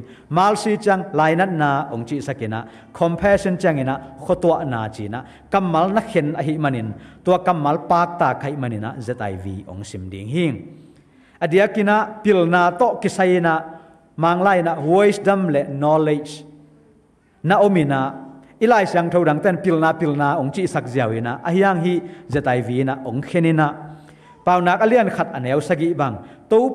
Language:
Tedim Chin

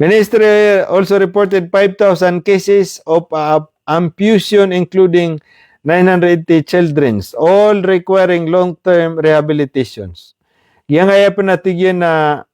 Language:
Maranao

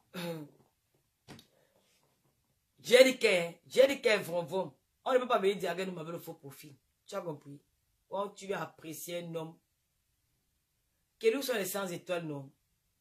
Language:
French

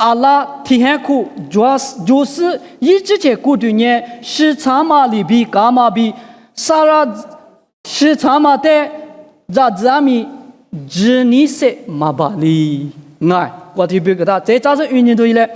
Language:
Lisu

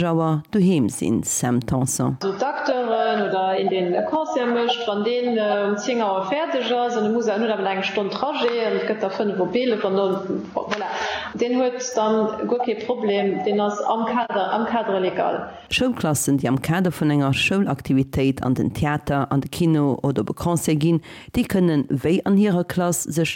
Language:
Luxembourgish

